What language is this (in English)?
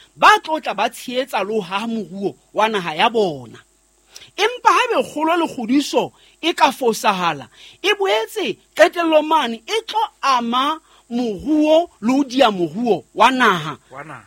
Southern Sotho